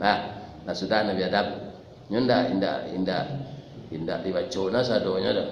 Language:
Minangkabau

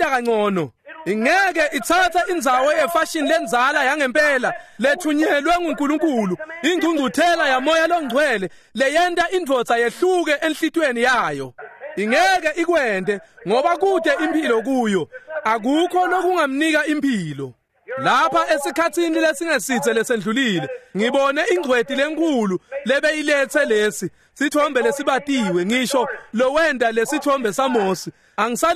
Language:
Swati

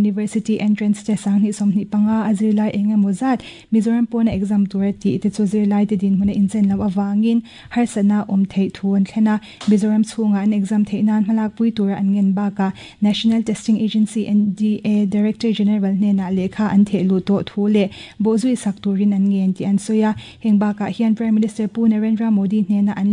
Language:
Mizo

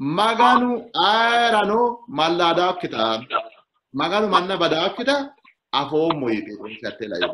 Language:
Sidamo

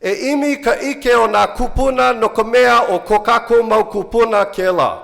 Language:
Hawaiian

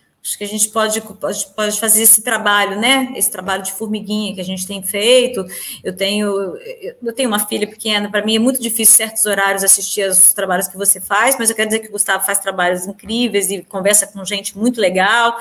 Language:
Portuguese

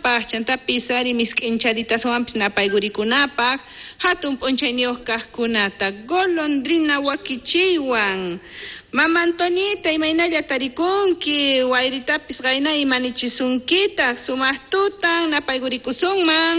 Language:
South Bolivian Quechua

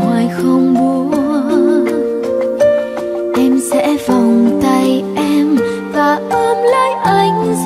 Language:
Vietnamese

